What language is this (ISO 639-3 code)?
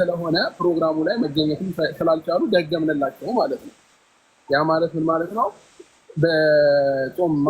amh